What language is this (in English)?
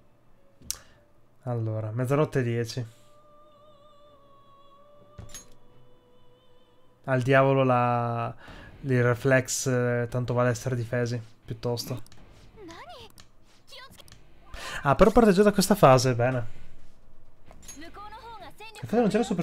Italian